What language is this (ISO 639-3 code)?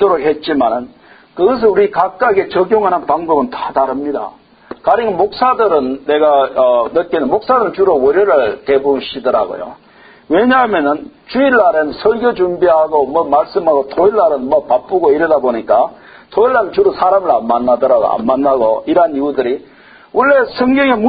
kor